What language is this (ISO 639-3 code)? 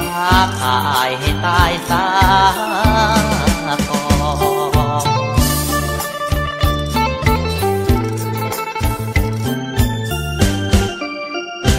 tha